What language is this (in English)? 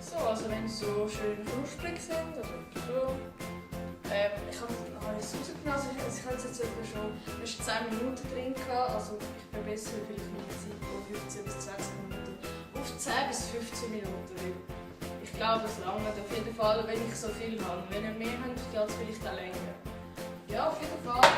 Swiss German